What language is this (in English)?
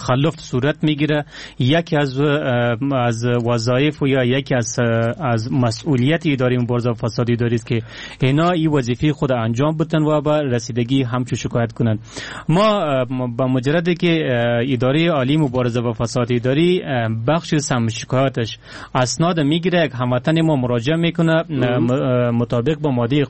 Persian